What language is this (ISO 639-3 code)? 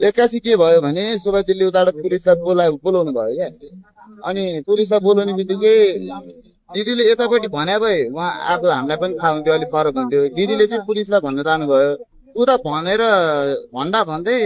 nep